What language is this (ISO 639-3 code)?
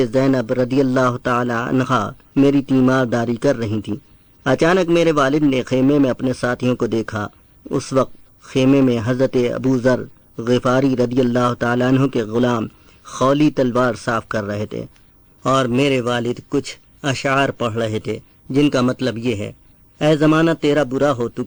urd